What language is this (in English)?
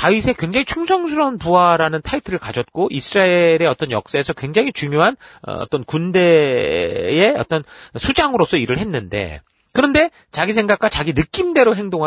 Korean